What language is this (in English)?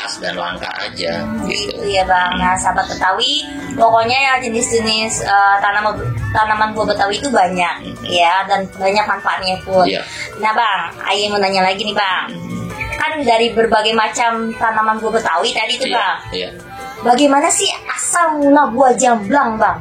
Betawi